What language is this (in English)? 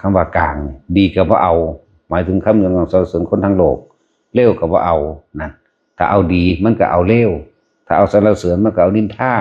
Northeastern Thai